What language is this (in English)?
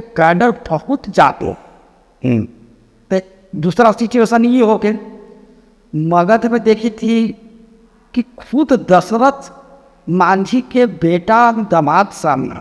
Magahi